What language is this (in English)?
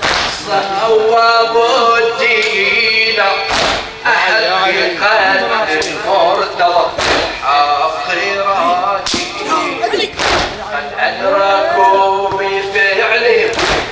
Arabic